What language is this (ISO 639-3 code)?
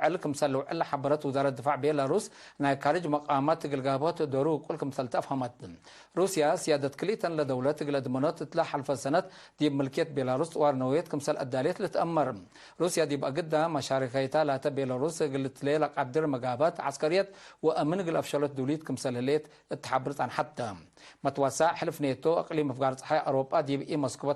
tig